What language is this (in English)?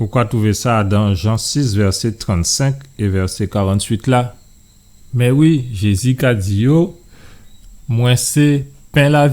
Guadeloupean Creole French